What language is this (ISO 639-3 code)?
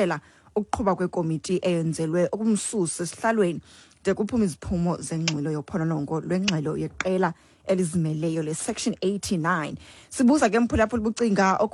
xho